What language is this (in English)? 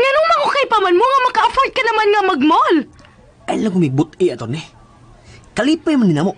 Cebuano